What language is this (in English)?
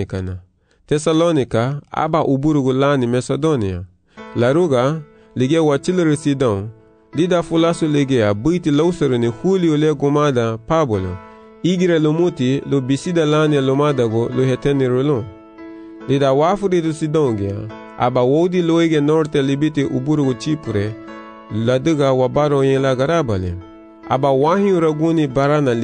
Garifuna